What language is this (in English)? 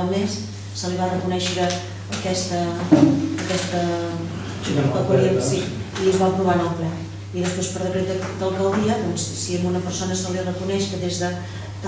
Catalan